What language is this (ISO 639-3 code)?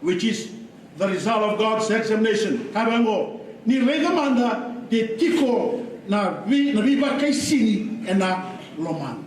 fij